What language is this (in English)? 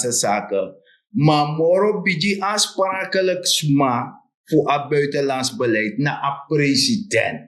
Sranan Tongo